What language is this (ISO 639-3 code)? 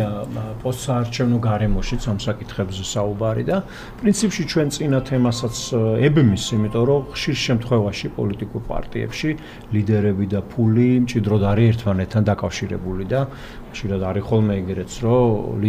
kat